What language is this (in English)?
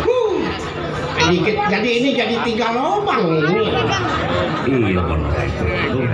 Betawi